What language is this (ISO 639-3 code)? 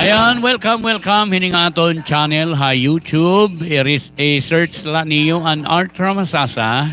war